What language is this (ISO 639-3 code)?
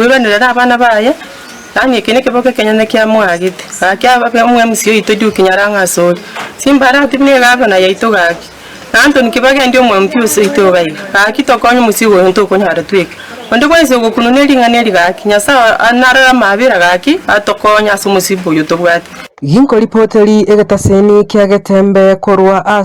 guz